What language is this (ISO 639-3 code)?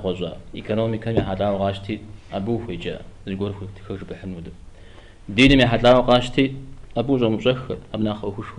kbd